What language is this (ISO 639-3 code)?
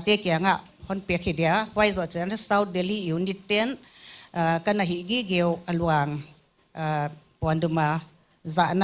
pck